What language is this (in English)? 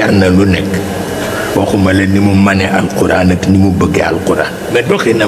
Wolof